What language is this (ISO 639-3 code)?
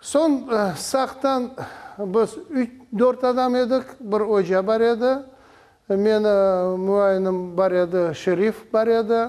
crh